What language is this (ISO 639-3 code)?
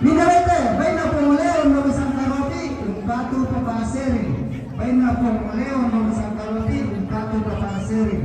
sda